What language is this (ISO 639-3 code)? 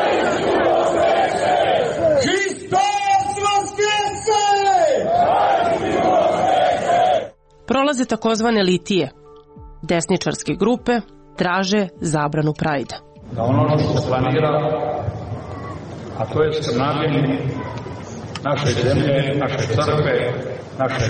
srp